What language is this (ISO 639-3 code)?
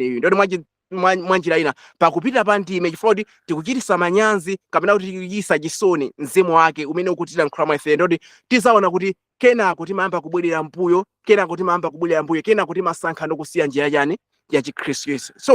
nya